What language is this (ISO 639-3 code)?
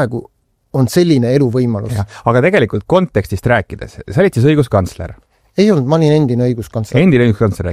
est